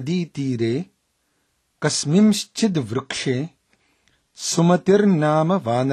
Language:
Sanskrit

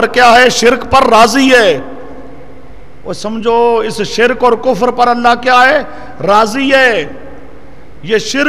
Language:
Urdu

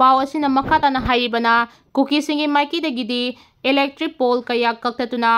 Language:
Manipuri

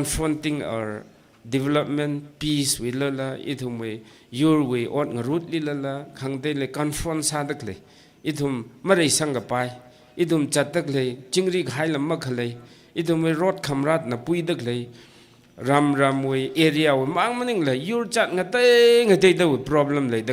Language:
Tangkhul Naga (India)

